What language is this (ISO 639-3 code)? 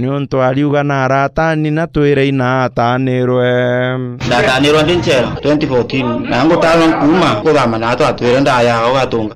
mer